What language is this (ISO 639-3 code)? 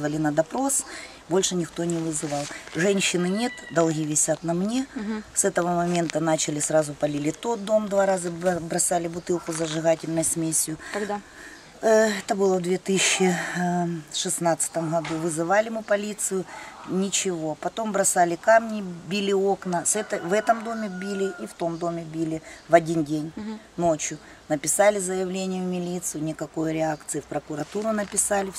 rus